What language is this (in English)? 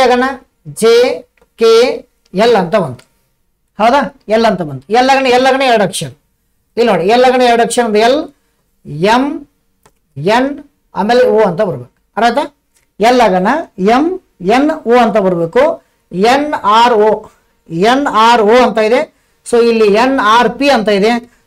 Kannada